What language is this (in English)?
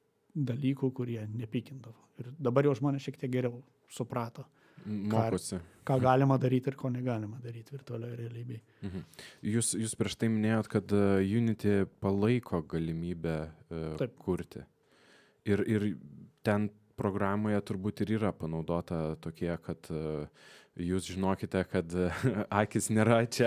Lithuanian